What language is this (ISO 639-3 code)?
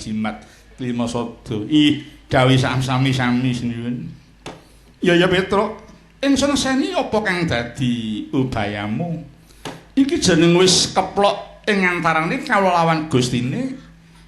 jav